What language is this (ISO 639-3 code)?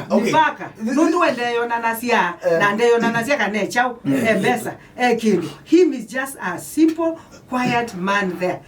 kam